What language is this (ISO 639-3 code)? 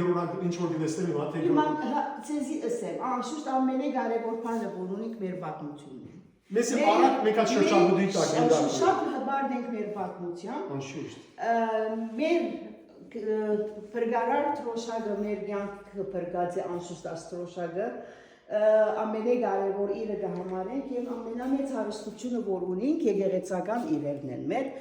hyw